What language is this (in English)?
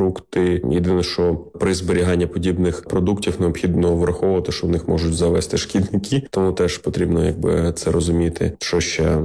Ukrainian